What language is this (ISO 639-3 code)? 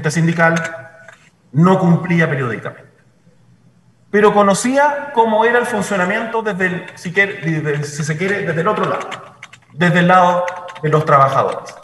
spa